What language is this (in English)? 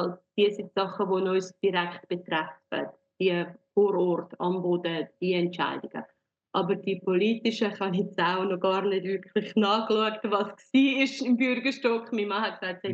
Swiss German